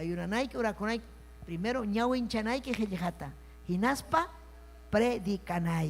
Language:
Ayacucho Quechua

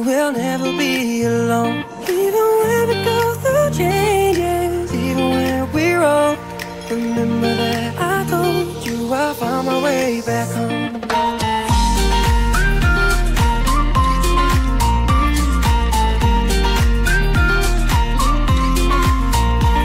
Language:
English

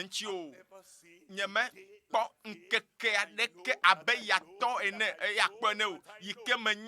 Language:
Ewe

